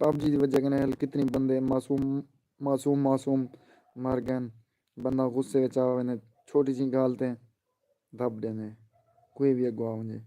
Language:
Saraiki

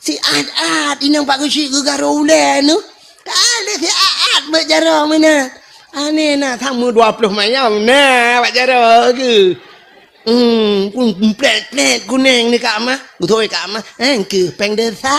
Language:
Achinese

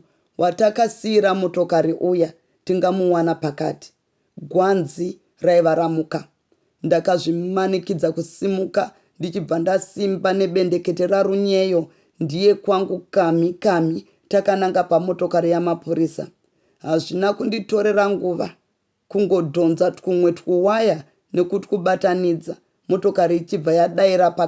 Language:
Shona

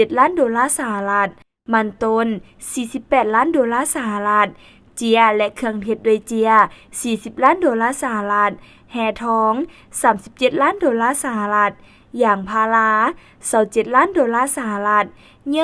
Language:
Lao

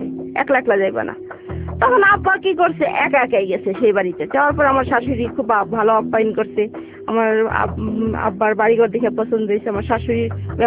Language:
Bangla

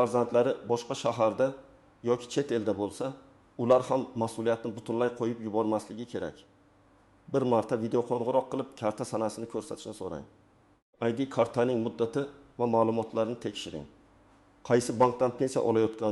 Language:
Uzbek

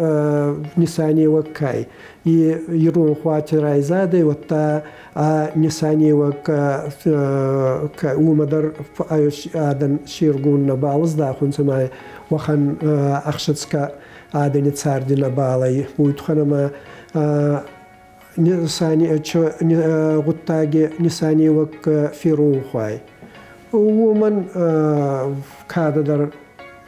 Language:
Ossetic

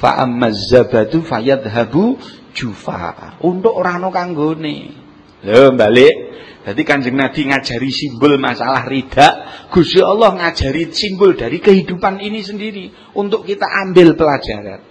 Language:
Javanese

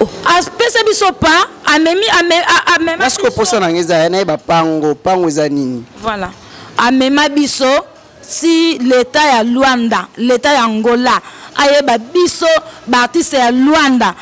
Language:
Lingala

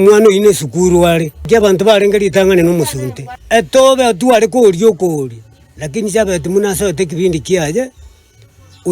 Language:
Gusii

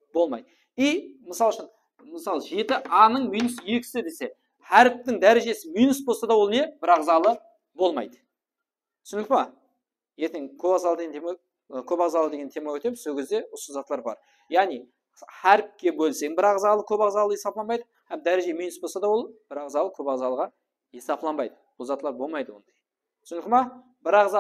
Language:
Kara-Kalpak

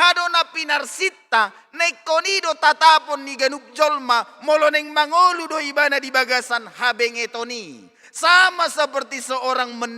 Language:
Batak Toba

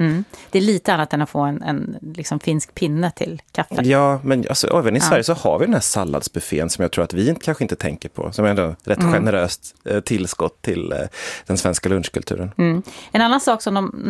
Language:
Swedish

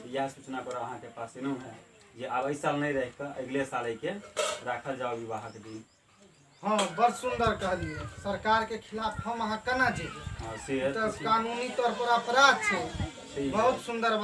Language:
Maithili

